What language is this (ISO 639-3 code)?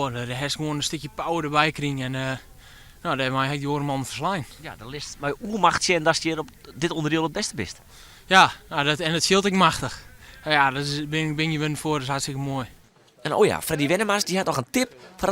fry